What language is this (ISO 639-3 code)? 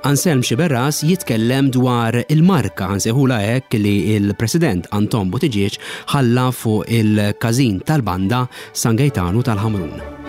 mlt